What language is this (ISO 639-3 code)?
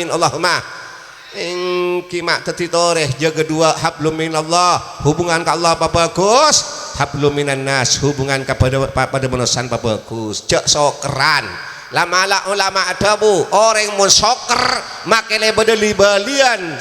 mad